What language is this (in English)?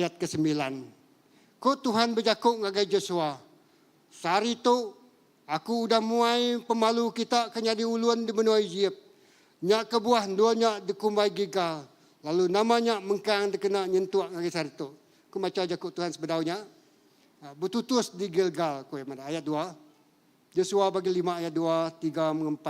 Iban